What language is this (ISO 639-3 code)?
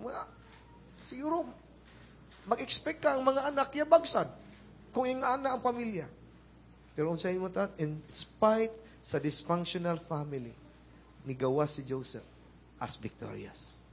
ceb